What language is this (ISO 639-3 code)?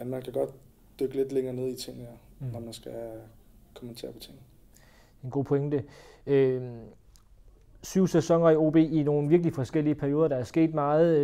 dan